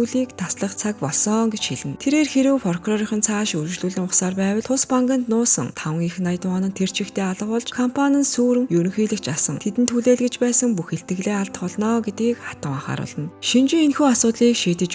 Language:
Mongolian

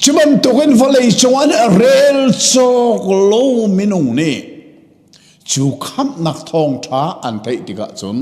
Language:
Hakha Chin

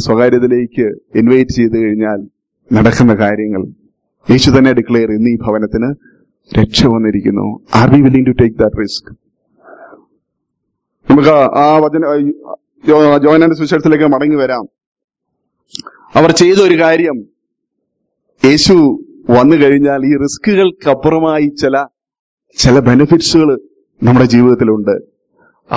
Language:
Malayalam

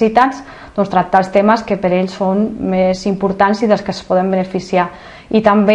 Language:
Catalan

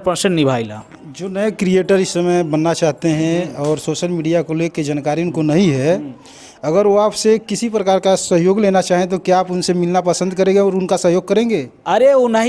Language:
Bhojpuri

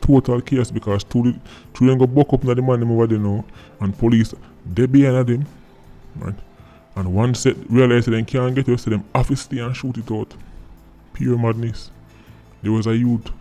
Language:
Jamaican Creole English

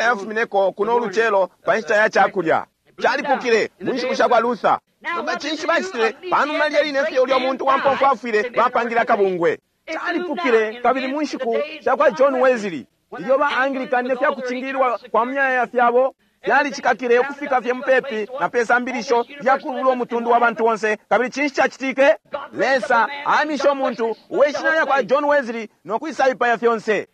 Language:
Bemba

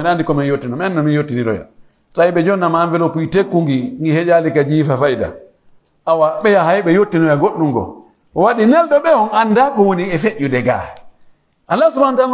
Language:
Pular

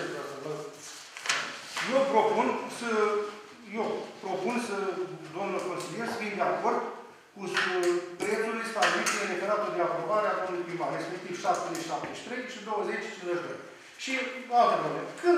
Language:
Romanian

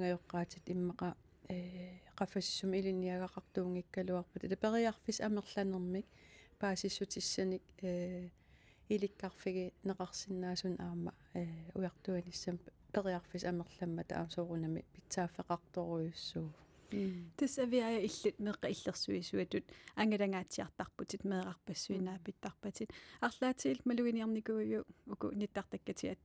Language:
Kalaallisut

